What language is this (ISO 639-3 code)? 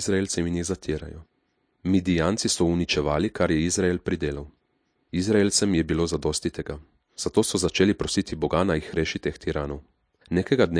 slv